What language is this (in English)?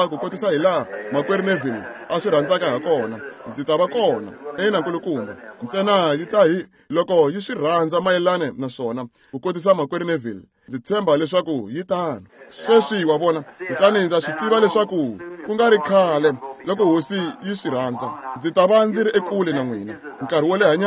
Tsonga